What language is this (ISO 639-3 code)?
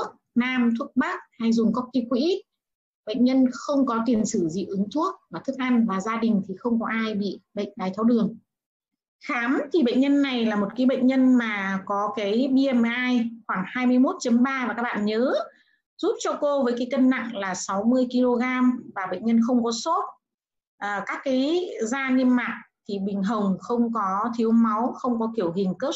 vie